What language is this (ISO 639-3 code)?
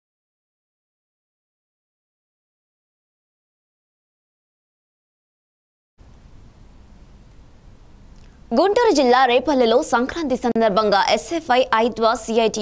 tel